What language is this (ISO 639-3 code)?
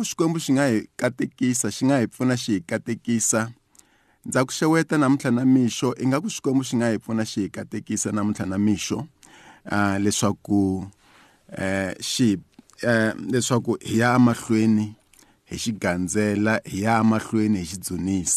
tso